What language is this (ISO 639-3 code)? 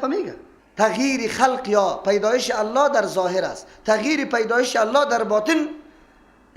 fas